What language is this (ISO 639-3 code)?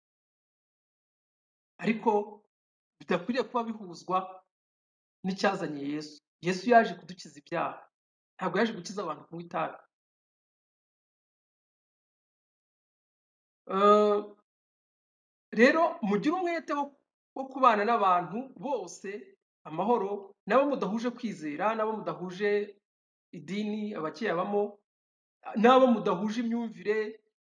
kin